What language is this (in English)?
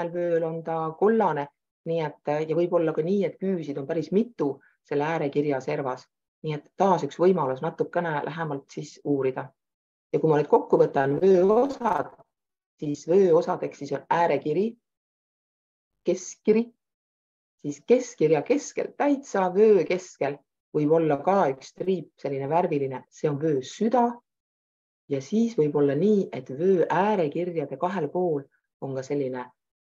Estonian